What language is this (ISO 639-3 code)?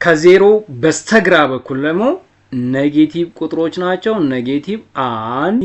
amh